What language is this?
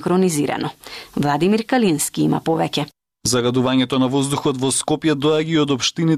Macedonian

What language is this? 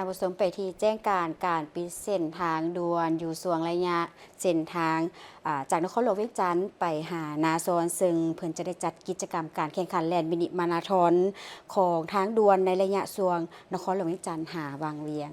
Lao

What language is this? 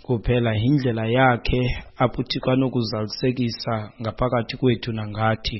Xhosa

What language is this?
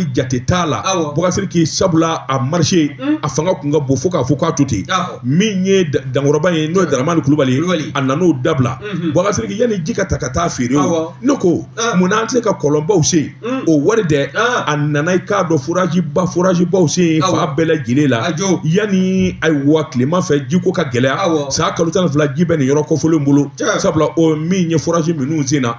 Bambara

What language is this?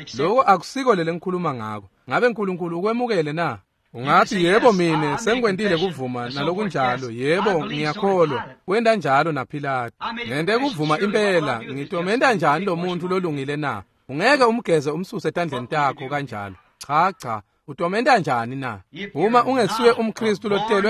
Swati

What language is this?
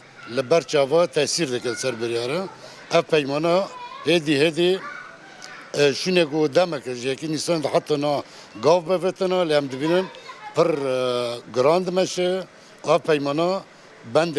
Kurdish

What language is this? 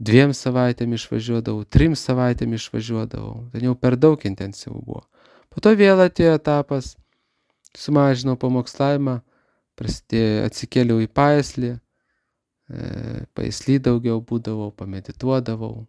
Lithuanian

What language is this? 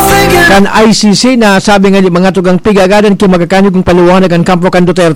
Bikol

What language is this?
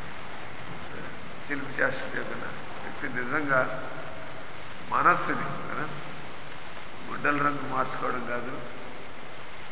Telugu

